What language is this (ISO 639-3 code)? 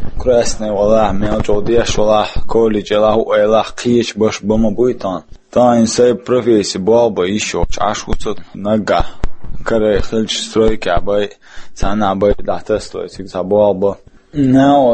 che